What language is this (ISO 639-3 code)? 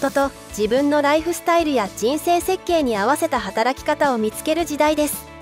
jpn